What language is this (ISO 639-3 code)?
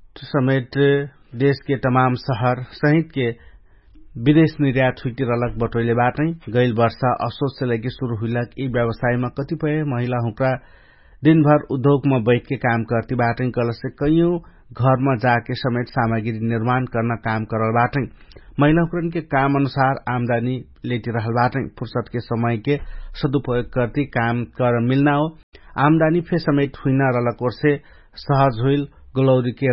thl